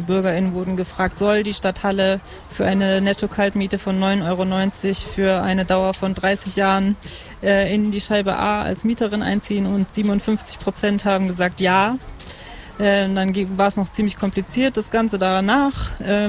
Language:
German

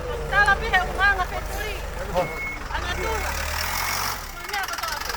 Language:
Tongan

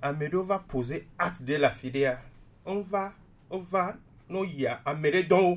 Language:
Gen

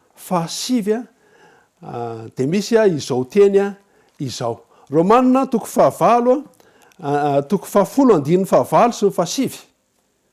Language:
Malagasy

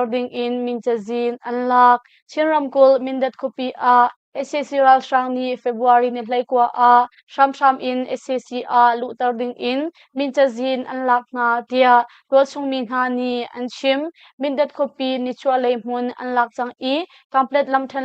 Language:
Hakha Chin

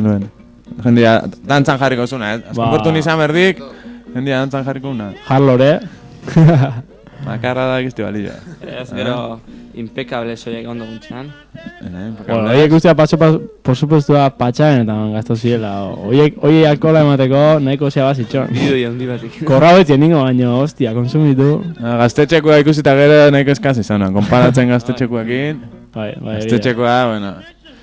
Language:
Basque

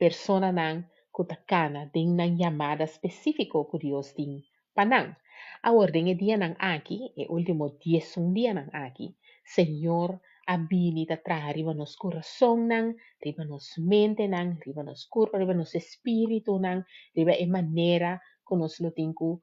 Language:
Papiamento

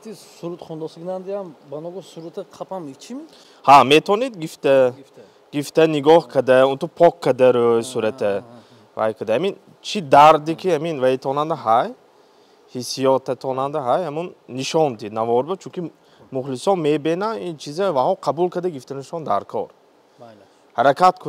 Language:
Tajik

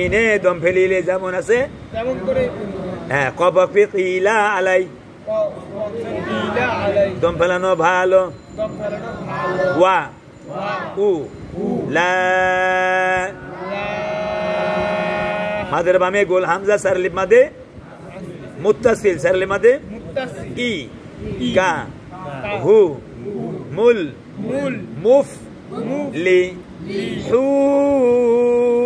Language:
Bangla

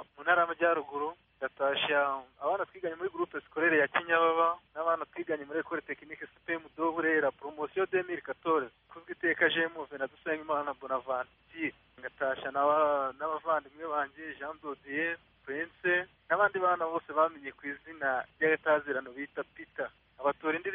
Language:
Kinyarwanda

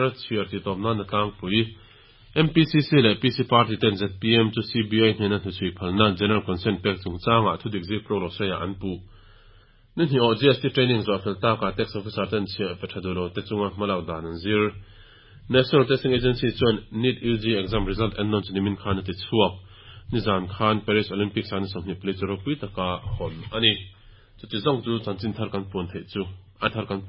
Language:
Mizo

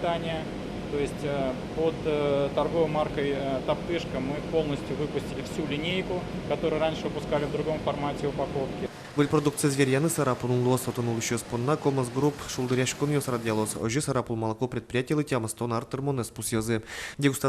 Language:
Udmurt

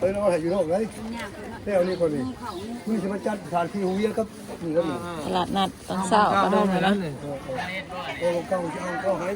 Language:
Northeastern Thai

